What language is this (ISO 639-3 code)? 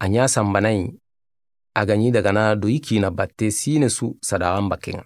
snk